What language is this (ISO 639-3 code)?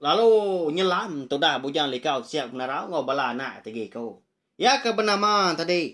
iba